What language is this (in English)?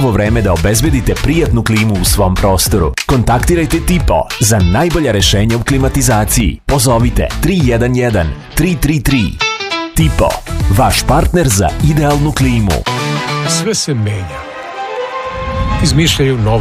Serbian